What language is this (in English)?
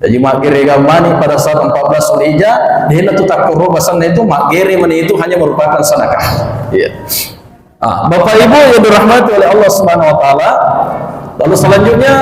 Buginese